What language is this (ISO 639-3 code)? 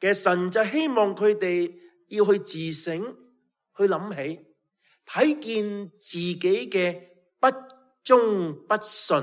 yue